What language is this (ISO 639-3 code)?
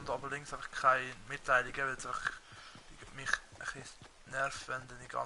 gsw